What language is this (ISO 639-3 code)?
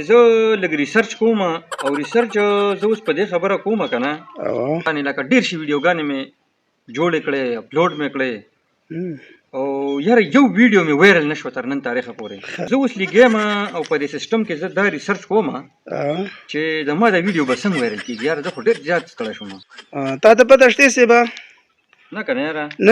pus